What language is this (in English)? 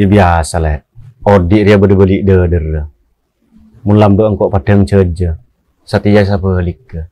Madurese